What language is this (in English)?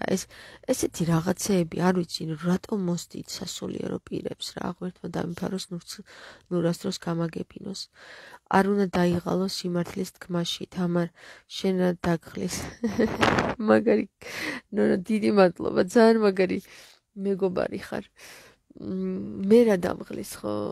Georgian